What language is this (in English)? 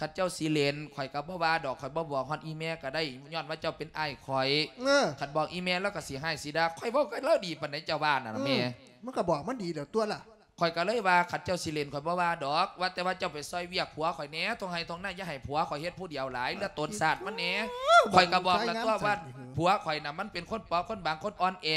Lao